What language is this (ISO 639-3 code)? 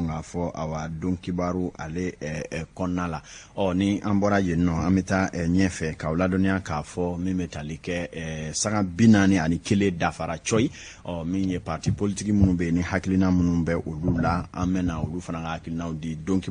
bam